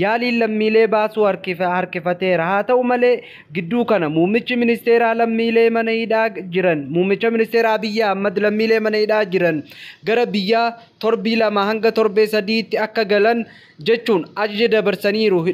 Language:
Oromo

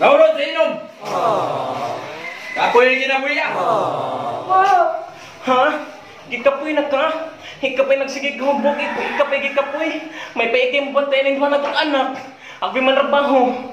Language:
Cebuano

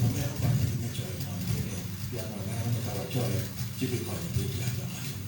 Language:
Acoli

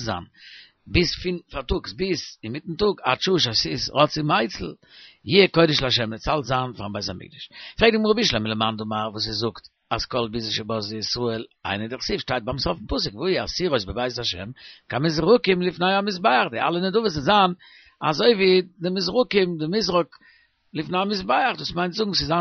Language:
Yiddish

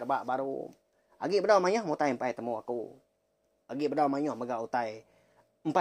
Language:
Iban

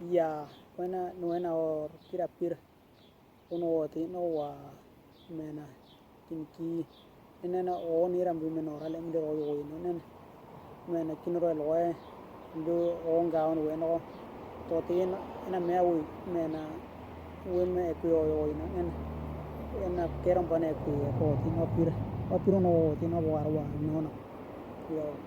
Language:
Western Dani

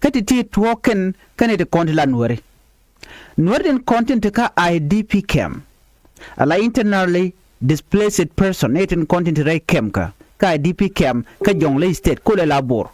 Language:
Nuer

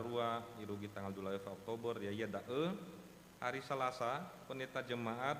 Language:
Nias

